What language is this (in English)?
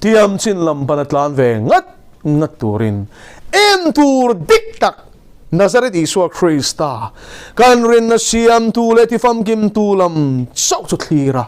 Mizo